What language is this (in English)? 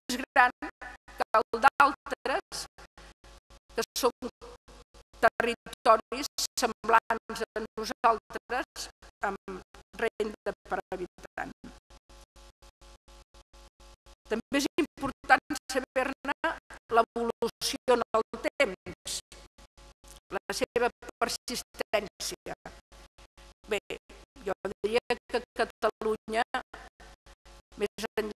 Catalan